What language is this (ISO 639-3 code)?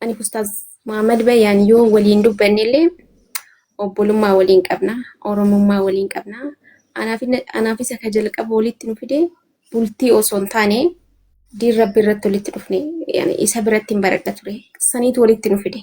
orm